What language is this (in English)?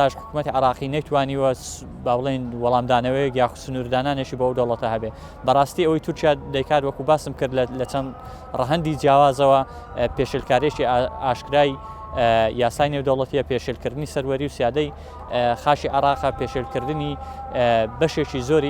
Central Kurdish